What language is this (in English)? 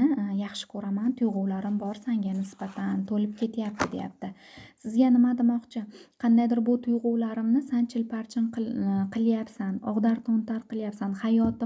Uzbek